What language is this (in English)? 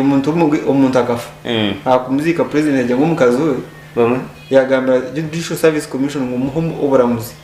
Nyankole